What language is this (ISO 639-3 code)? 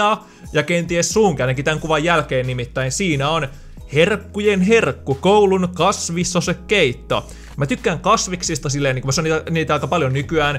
fin